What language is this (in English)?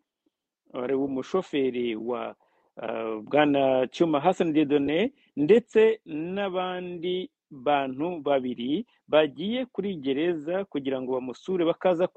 Kinyarwanda